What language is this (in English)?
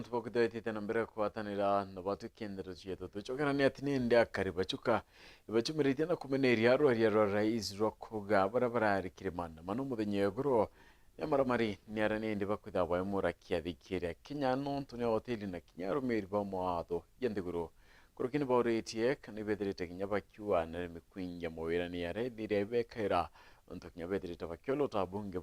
Meru